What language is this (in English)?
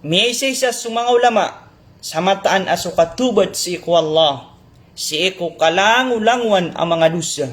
Maranao